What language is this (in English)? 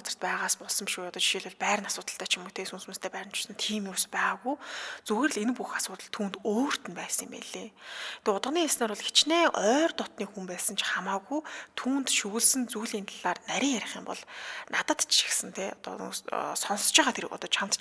Mongolian